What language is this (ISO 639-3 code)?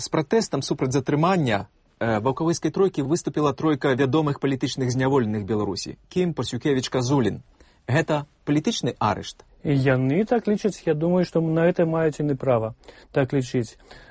bel